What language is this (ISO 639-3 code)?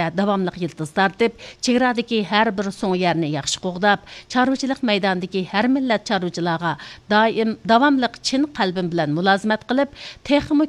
uig